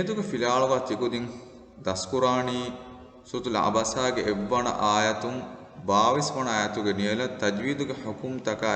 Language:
Divehi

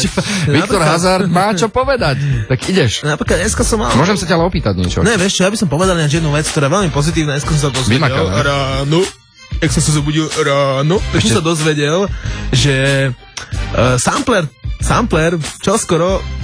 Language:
Slovak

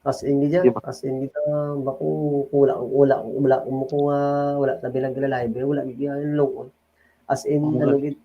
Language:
Hiligaynon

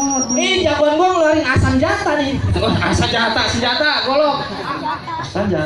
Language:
Betawi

